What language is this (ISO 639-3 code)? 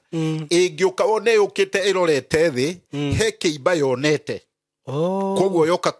kik